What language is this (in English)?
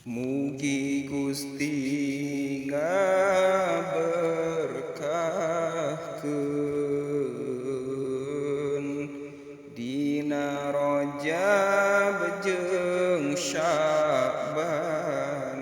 Sundanese